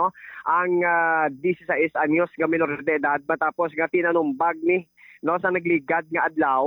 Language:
Hiligaynon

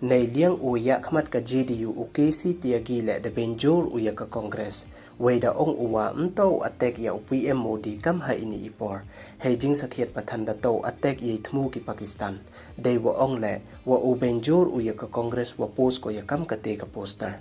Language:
Pnar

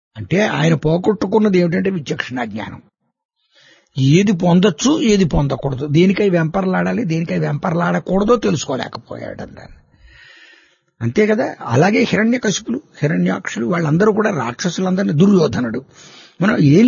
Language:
Telugu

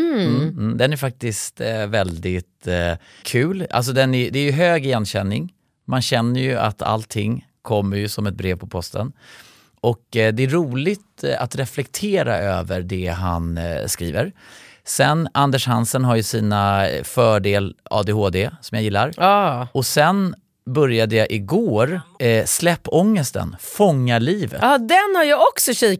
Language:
Swedish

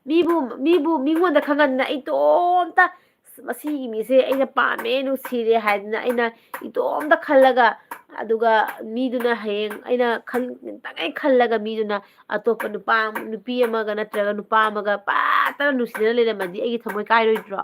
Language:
Manipuri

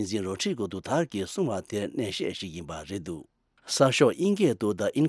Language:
Tibetan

